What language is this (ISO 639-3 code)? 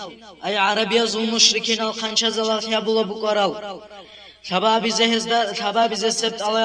ava